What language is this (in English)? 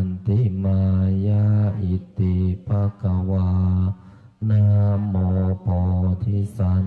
Pali